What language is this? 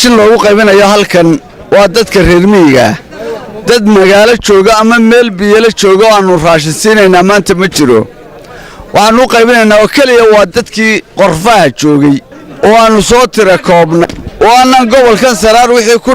Somali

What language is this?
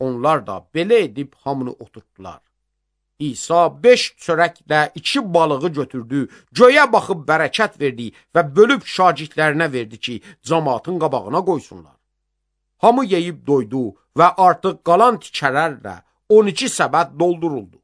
Azerbaijani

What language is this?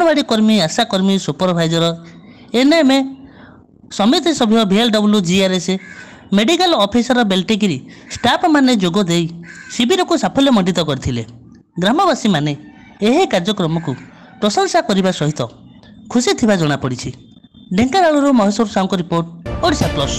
Odia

